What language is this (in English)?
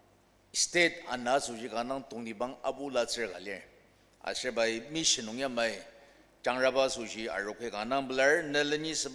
Ao Naga